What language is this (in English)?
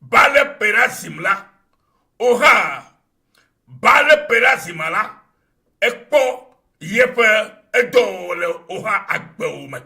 Ewe